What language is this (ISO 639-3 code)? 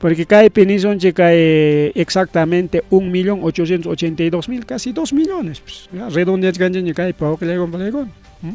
quy